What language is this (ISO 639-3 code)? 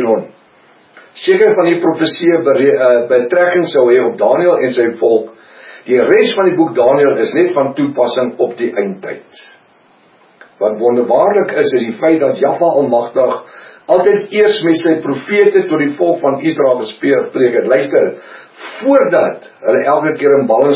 afr